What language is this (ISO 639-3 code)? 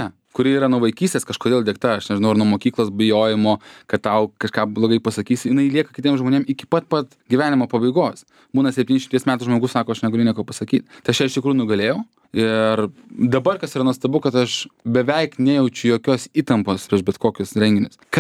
lit